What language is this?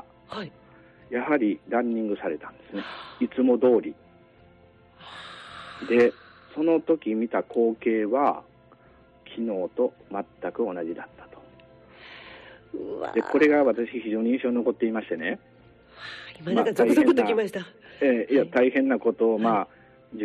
Japanese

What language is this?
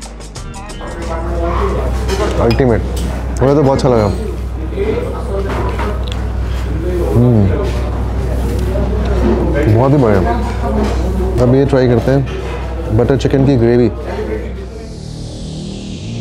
Hindi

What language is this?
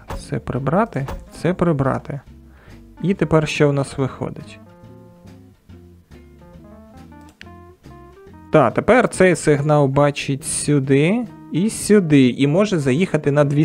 Ukrainian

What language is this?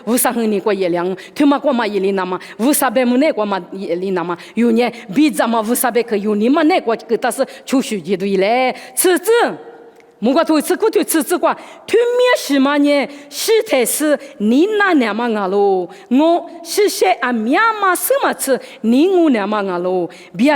Lisu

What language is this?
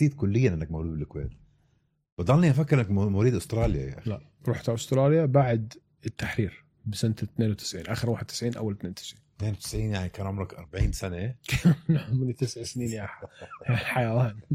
North Levantine Arabic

